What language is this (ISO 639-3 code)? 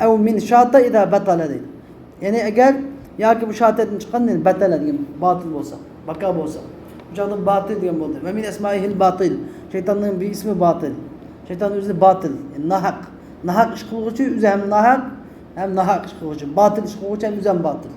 uig